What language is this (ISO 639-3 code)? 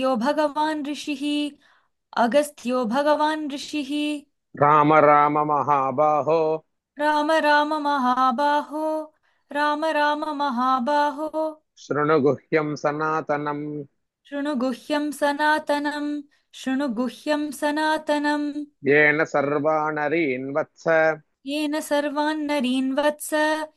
san